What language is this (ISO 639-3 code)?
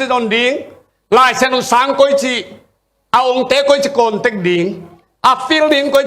ctd